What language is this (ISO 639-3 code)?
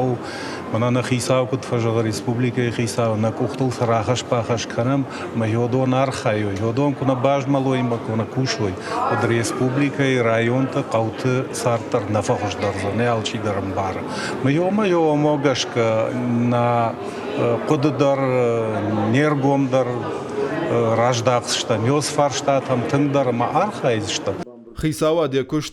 oss